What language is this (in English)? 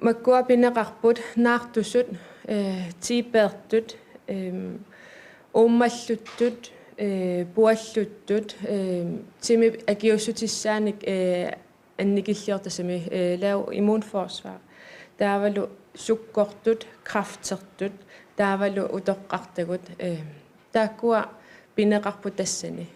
Kalaallisut